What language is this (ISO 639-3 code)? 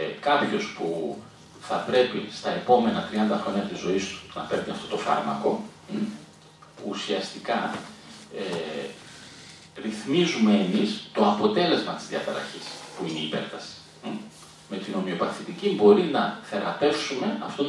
ell